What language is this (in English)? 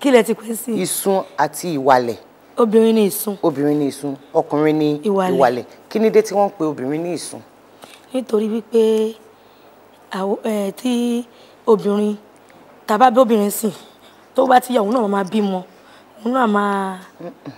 Yoruba